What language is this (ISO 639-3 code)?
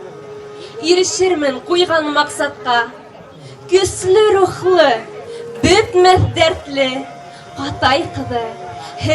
bak